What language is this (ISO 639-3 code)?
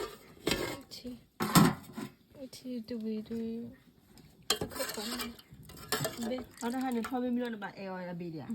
ksw